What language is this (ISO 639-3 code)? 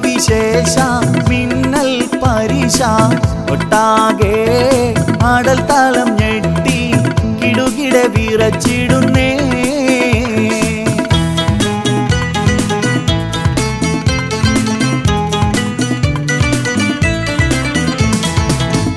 mal